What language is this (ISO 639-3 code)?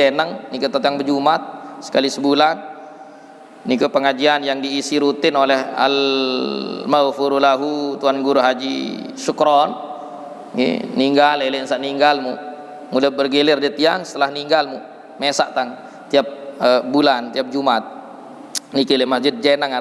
sas